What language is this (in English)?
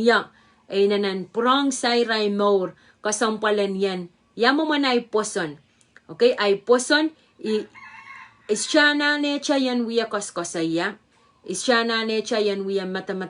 Pohnpeian